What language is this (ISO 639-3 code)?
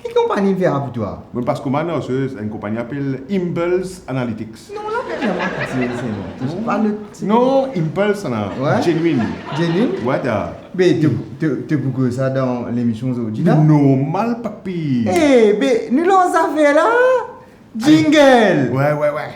mfe